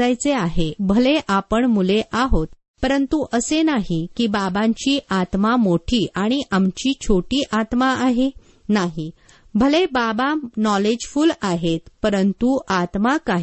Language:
Marathi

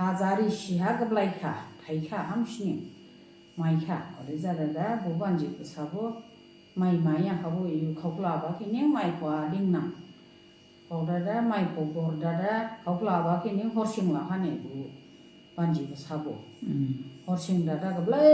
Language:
Dimasa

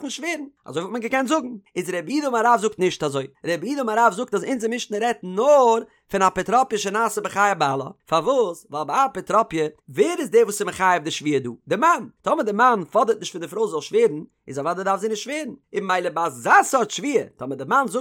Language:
Yiddish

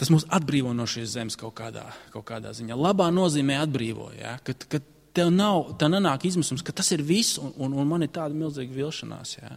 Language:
Latvian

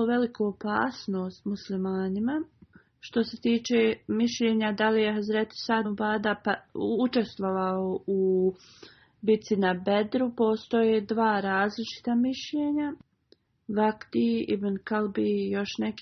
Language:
Bosnian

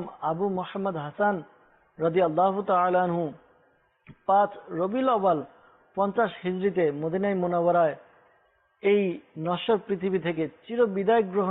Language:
Bangla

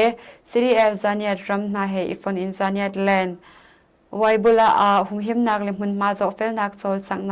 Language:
Hakha Chin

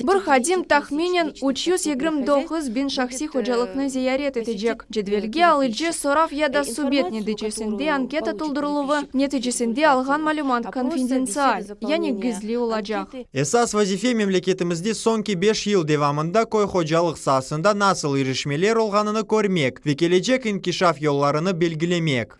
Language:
Crimean Tatar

